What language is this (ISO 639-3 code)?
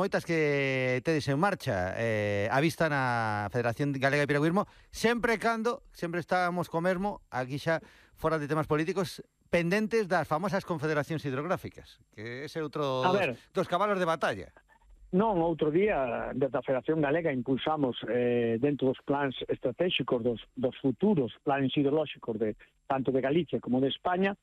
glg